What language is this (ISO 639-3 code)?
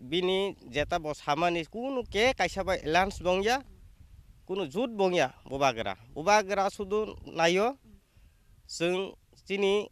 trp